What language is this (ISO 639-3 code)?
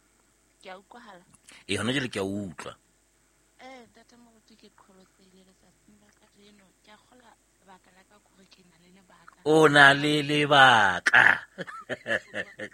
sot